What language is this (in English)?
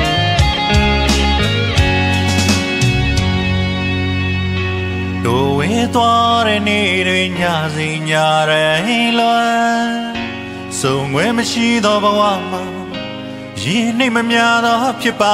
Burmese